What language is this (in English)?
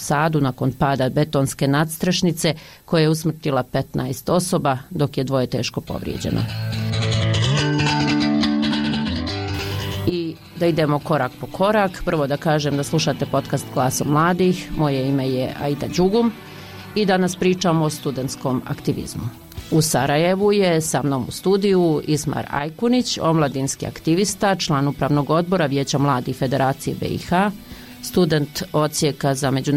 Bosnian